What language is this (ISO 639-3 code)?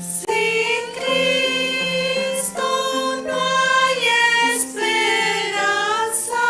aym